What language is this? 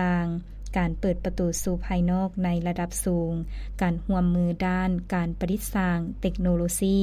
Lao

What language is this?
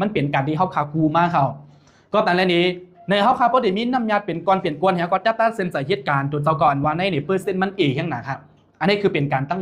Shan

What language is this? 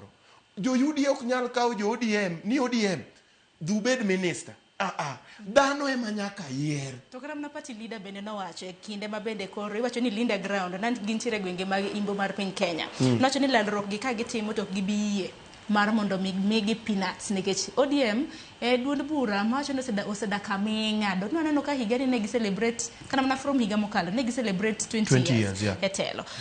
Luo (Kenya and Tanzania)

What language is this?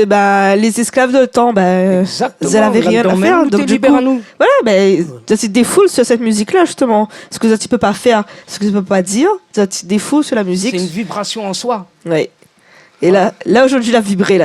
Réunion Creole French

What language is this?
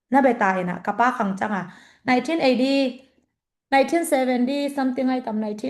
Tedim Chin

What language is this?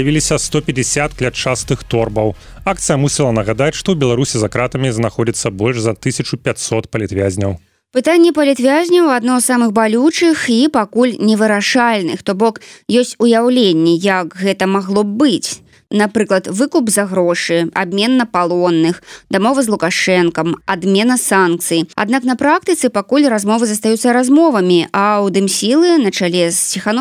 Belarusian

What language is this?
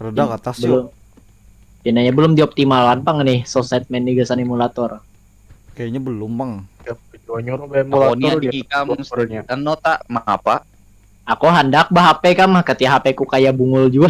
Banjar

